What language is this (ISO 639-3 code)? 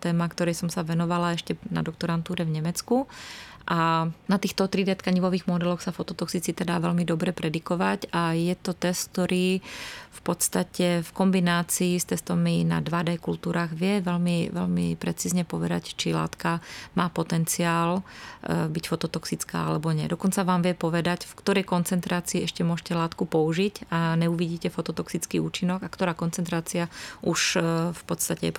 slk